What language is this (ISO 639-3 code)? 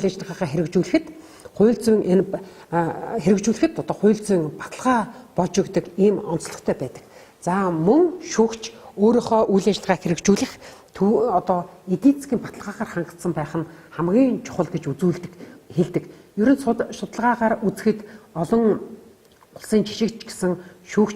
mon